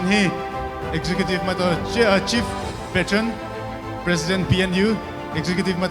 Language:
Poumei Naga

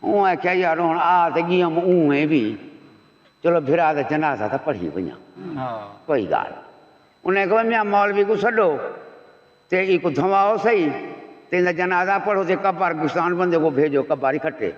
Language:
Saraiki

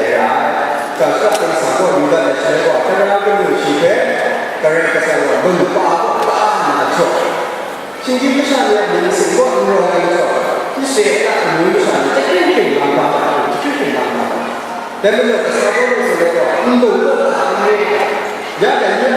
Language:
Kachin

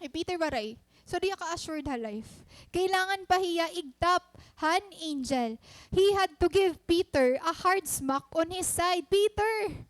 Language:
Waray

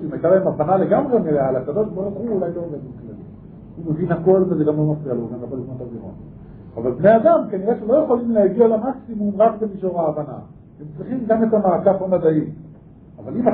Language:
Hebrew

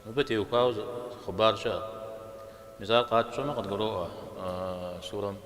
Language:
Kabardian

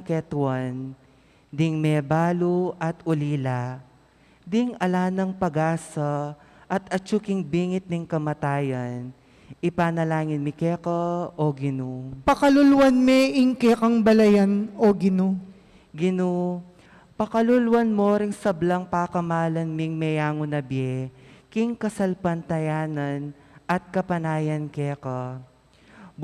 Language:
Pampanga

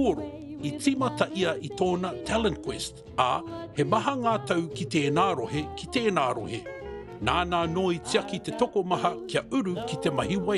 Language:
Māori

